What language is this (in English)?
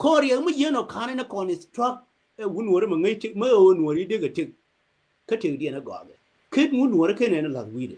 Nuer